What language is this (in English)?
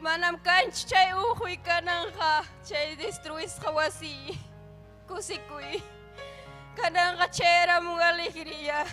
Ayacucho Quechua